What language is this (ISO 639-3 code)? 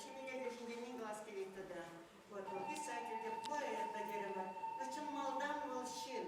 chv